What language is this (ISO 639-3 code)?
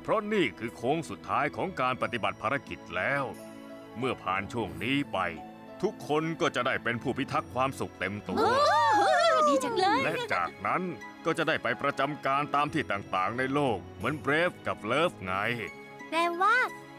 tha